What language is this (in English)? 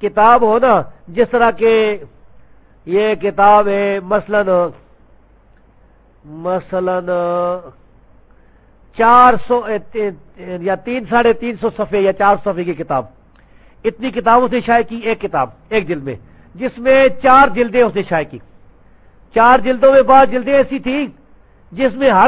Urdu